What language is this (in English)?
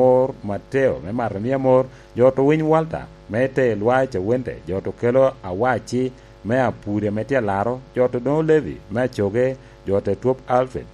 Lango (Uganda)